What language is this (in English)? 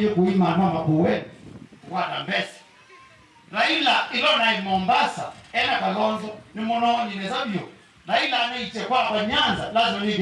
Kamba